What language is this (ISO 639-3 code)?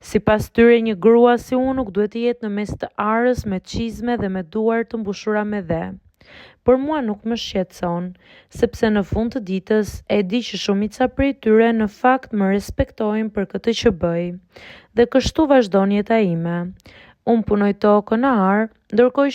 sqi